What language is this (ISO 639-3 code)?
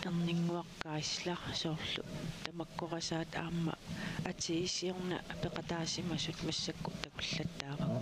kal